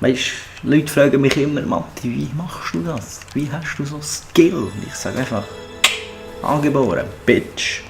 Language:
Swiss German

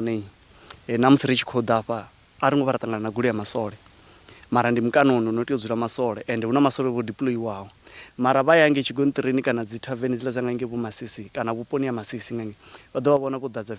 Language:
Venda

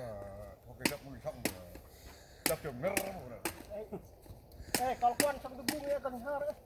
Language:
Central Mnong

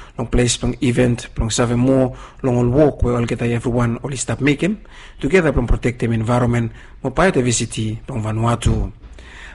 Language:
Bislama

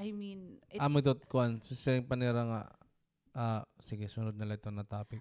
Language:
Waray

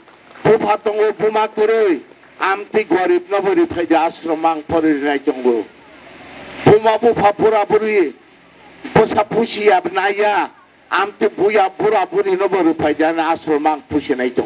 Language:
Kok Borok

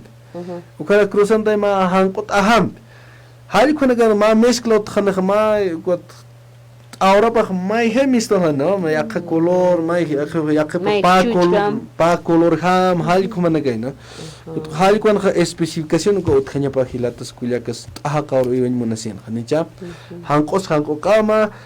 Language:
Aymara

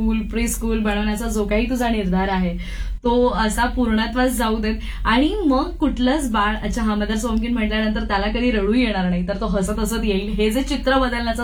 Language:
Marathi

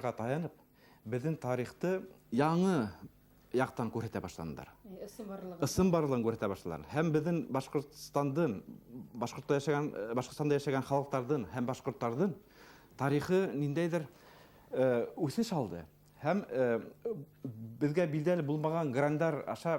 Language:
Bashkir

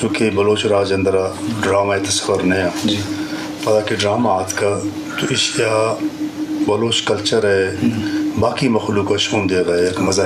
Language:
Eastern Balochi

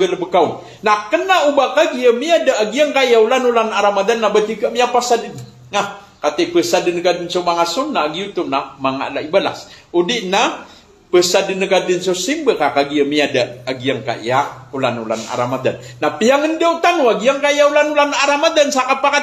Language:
Maranao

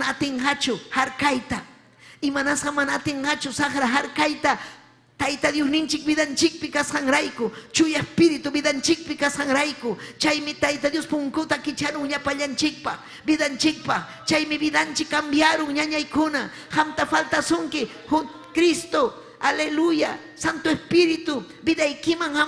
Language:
Ayacucho Quechua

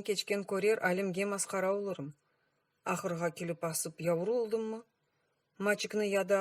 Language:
Crimean Tatar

